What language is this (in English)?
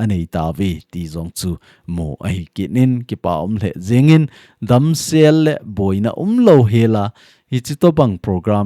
Thado Chin